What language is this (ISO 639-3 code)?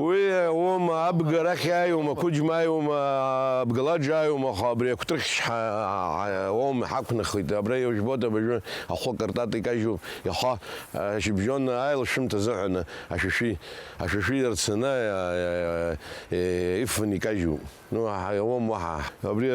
abk